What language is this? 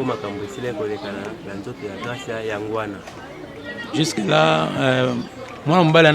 Lingala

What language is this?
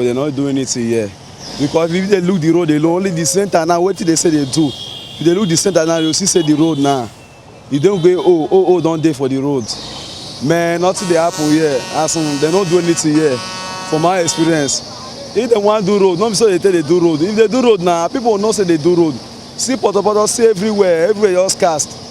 Nigerian Pidgin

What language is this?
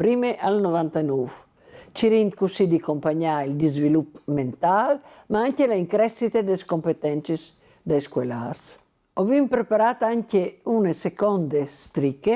Friulian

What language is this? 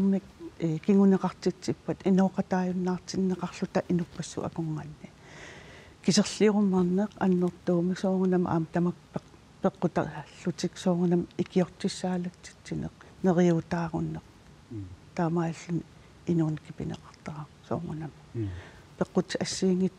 Kalaallisut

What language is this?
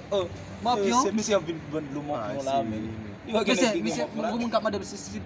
Haitian Creole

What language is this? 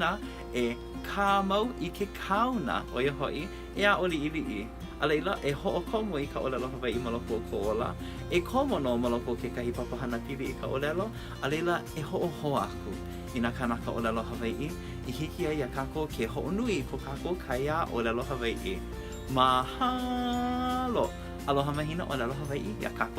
Hawaiian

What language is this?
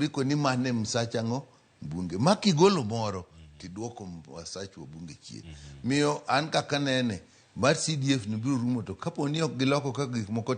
Luo (Kenya and Tanzania)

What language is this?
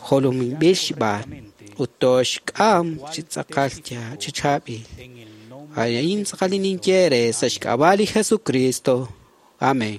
Kekchí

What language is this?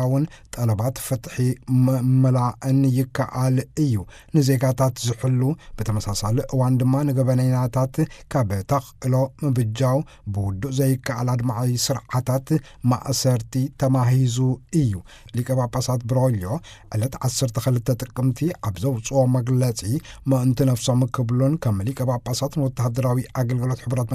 Tigrinya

